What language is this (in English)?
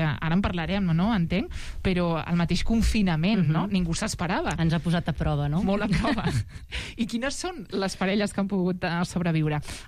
Catalan